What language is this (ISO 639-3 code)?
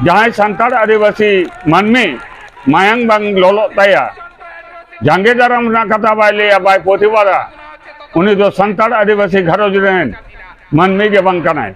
sat